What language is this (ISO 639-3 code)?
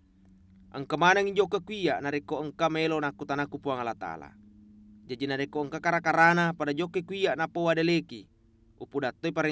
bug